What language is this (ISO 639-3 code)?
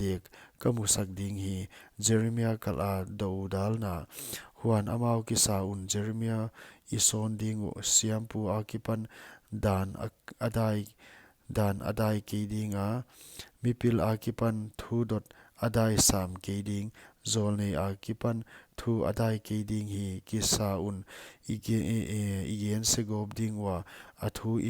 pck